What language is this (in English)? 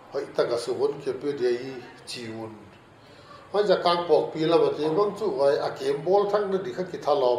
Paite Chin